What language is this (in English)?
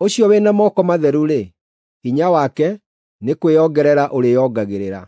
Kikuyu